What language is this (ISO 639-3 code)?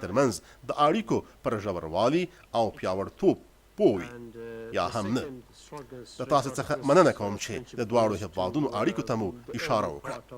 pus